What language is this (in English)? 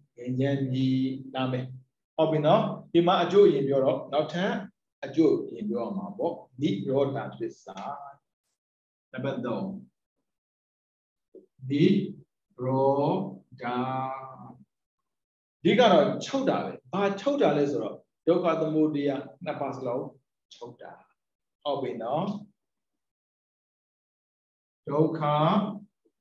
Burmese